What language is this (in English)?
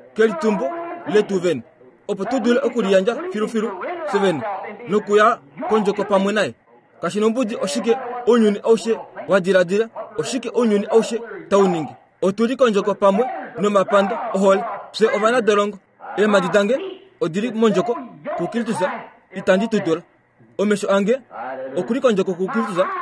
Kuanyama